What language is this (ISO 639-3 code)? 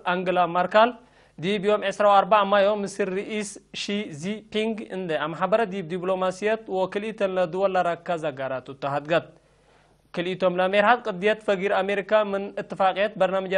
tig